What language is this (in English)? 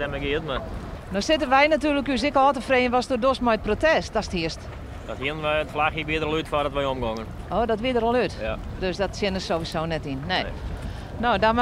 Western Frisian